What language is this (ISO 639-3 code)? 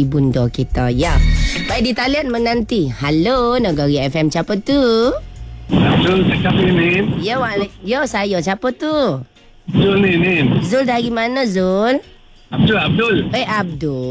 msa